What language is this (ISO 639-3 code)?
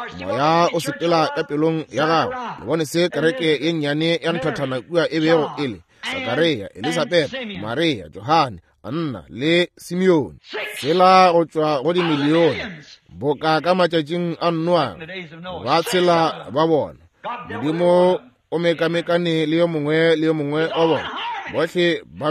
nso